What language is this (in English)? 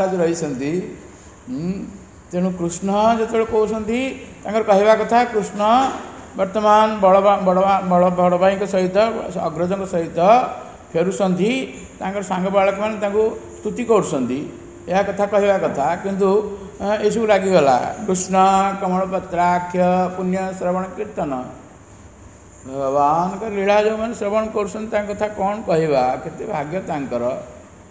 Odia